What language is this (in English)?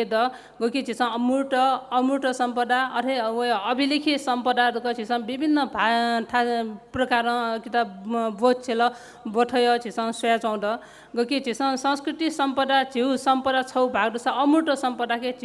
Newari